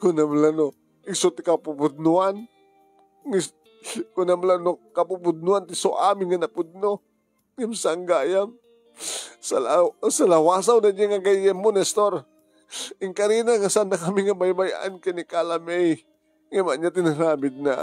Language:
Iloko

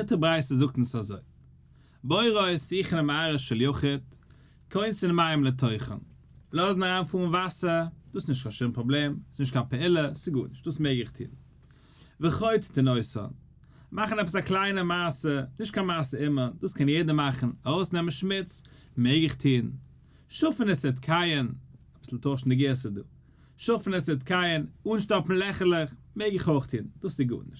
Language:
Yiddish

